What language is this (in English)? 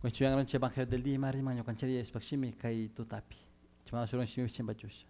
Chimborazo Highland Quichua